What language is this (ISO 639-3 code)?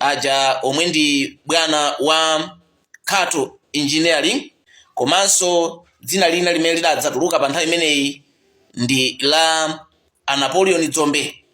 nya